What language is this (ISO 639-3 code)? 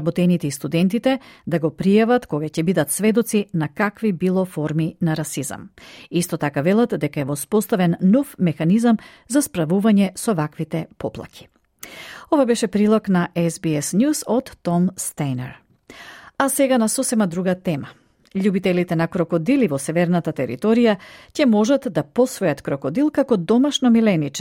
mkd